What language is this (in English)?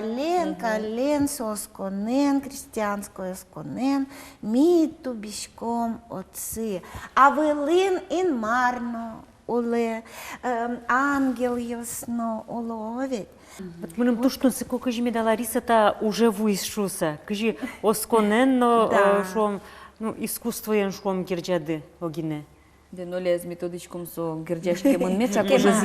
Udmurt